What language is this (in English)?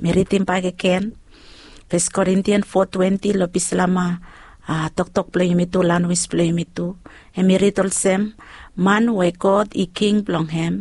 Bislama